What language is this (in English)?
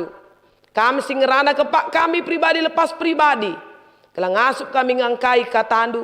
Batak Karo